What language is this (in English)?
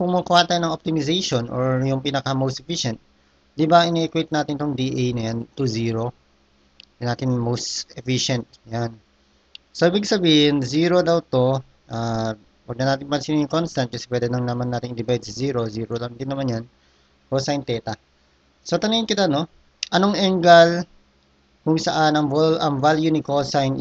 Filipino